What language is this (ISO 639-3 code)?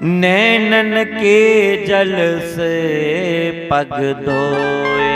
doi